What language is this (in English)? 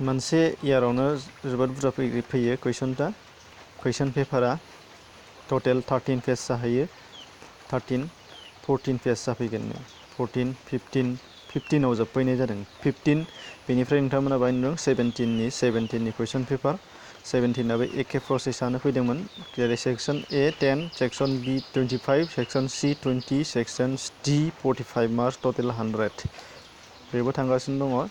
Bodo